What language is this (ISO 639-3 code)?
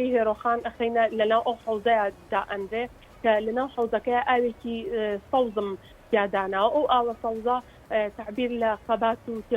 ckb